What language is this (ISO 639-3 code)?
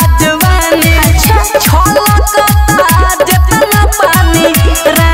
bho